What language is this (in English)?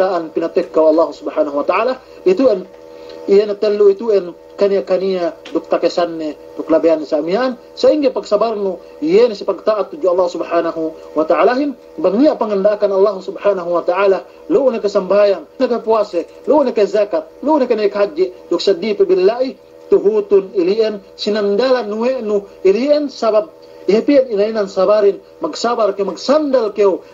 Yakan